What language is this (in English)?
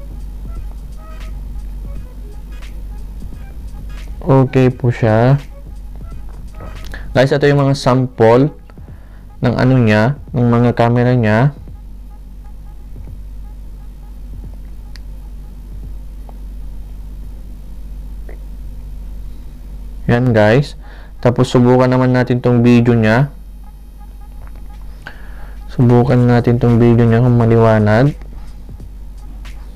Filipino